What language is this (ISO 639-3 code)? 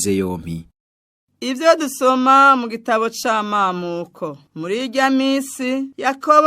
run